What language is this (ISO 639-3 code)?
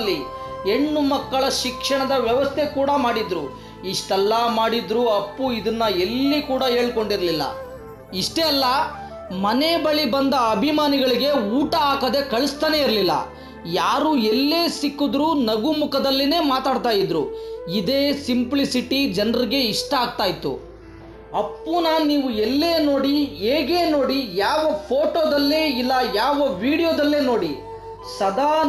kan